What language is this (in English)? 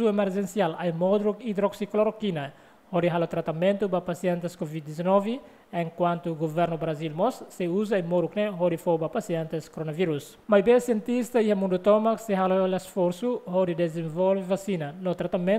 Tetum